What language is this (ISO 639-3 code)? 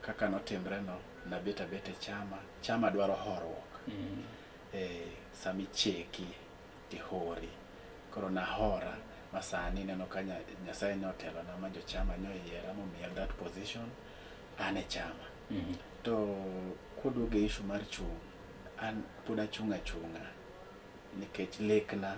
luo